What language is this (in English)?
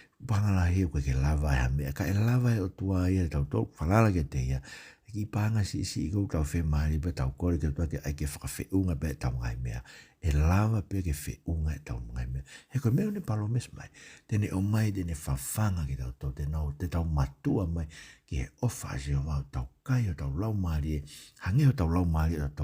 Tongan